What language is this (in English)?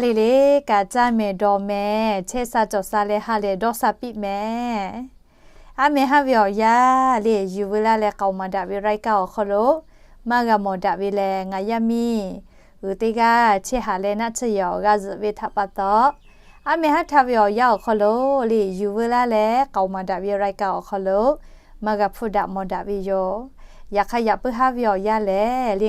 Lahu